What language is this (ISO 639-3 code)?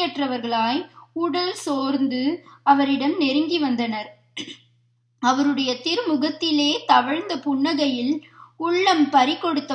tam